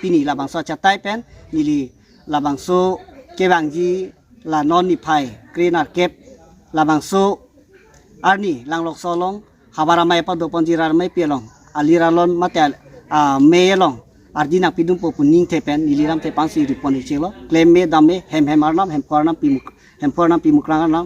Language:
Karbi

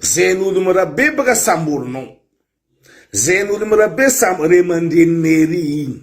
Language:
Malagasy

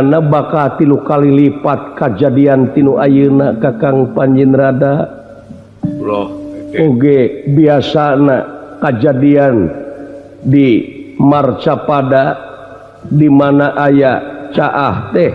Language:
Sundanese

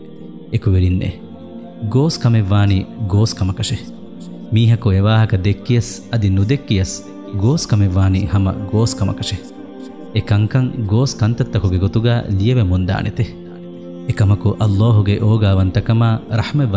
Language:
Divehi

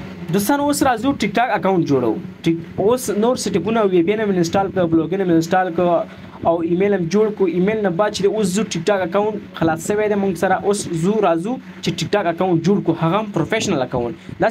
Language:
Pashto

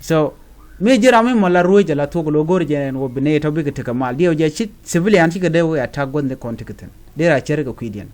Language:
Nuer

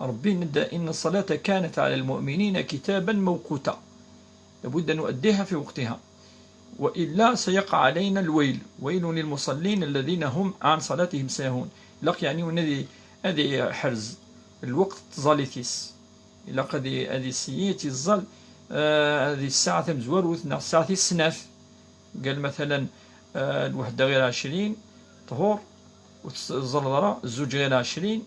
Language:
Kabyle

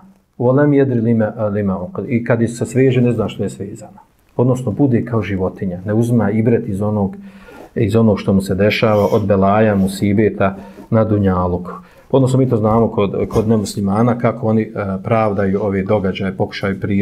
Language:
Bosnian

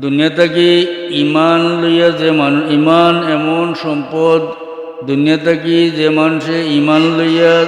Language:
Sylheti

